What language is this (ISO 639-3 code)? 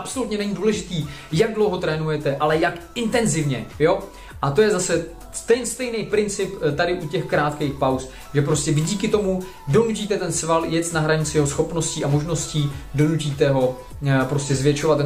ces